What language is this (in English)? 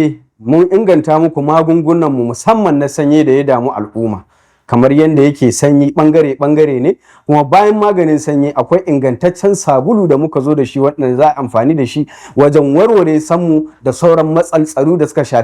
Hausa